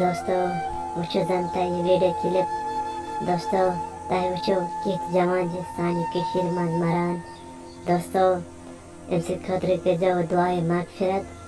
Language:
Kashmiri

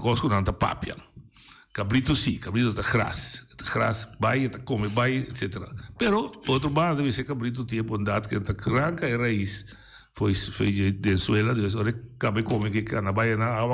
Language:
Papiamento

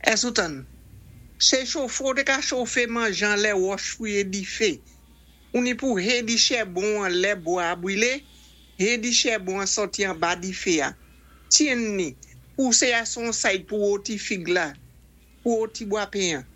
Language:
Saint Lucian Creole French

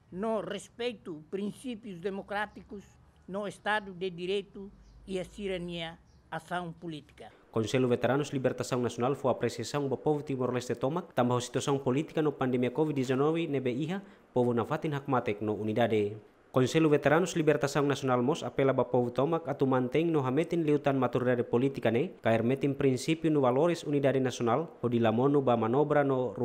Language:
Tetum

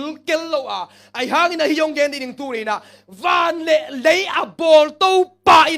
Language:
Tedim Chin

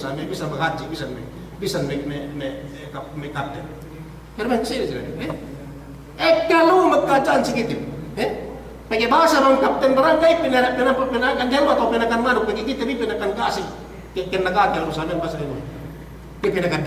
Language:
Yakan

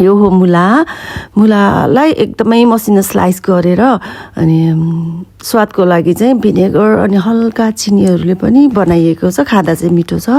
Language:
Nepali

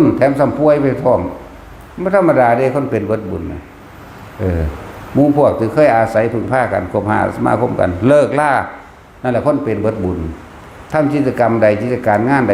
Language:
Northeastern Thai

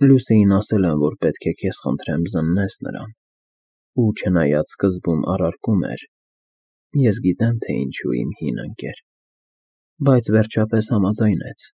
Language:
Armenian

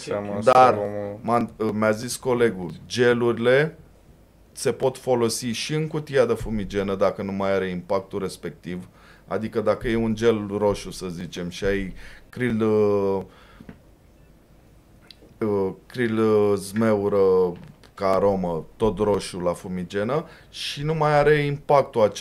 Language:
Romanian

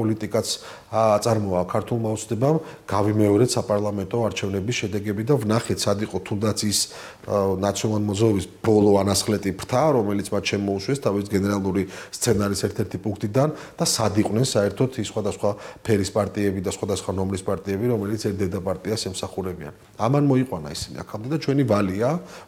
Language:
Georgian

